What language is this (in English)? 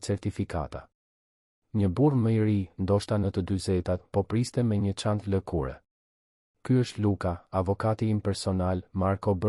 Albanian